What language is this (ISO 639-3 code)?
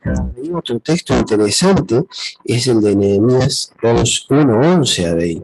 grn